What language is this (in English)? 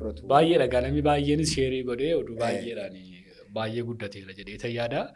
Oromo